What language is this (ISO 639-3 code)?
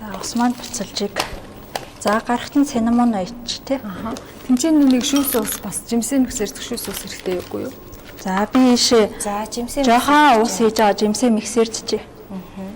mon